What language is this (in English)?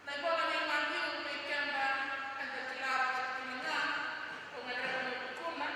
Fijian